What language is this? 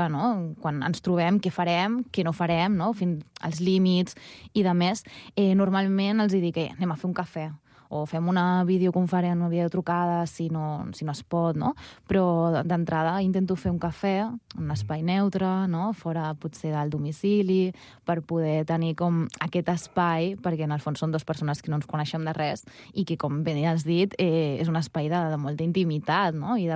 Catalan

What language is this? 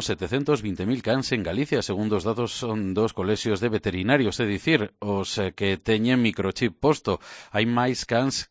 Galician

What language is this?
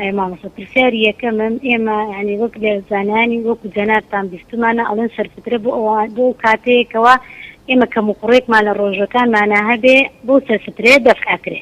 Central Kurdish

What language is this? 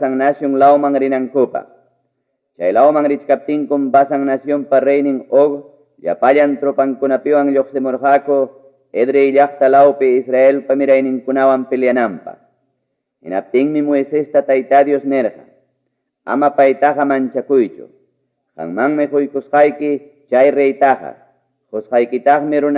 Ayacucho Quechua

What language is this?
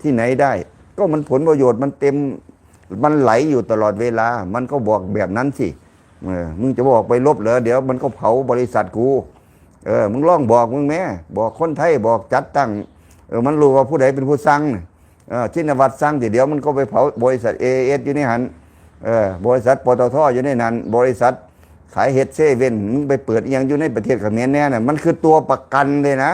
Lao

